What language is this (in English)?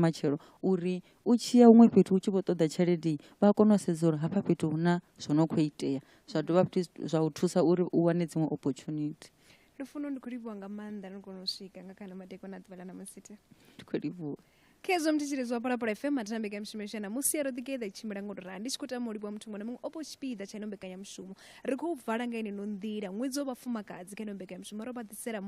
Venda